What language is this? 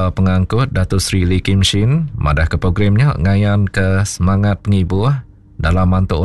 Iban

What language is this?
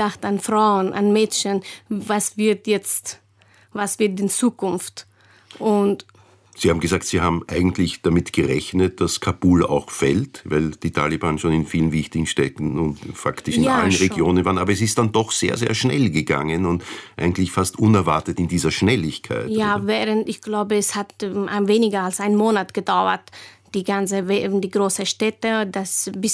German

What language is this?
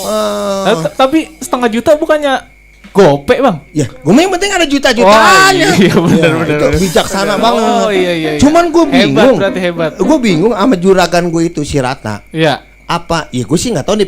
Betawi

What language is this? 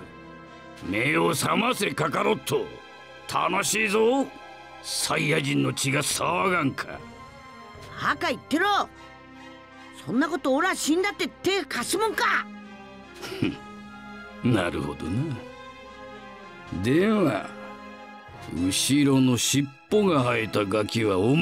Japanese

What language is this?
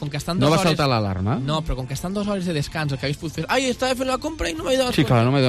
Catalan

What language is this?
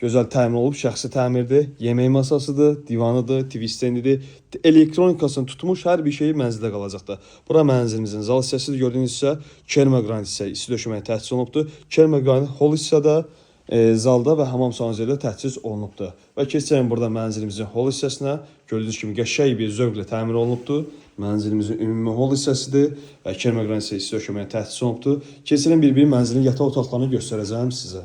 Azerbaijani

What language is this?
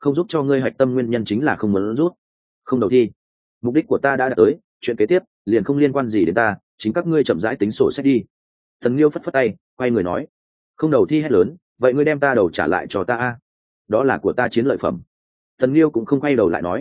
Vietnamese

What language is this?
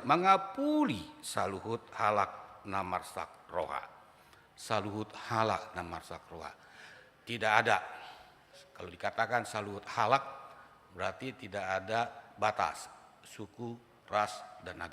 Batak Toba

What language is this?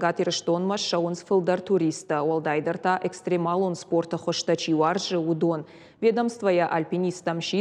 Ossetic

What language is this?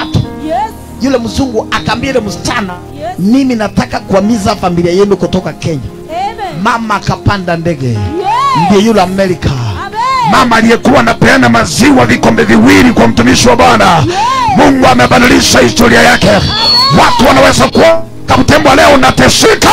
Swahili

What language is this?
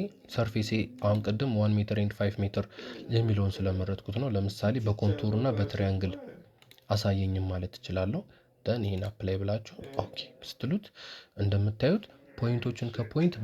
Amharic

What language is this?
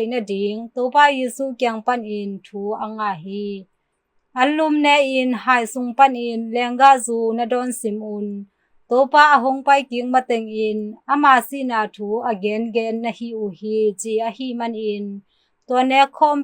Tedim Chin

